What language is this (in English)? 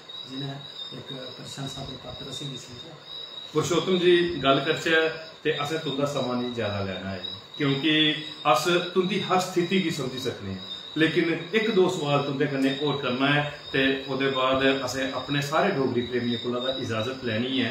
Dogri